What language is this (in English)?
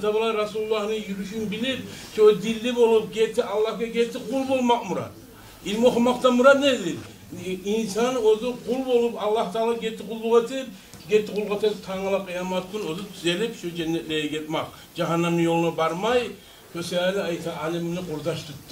Kumyk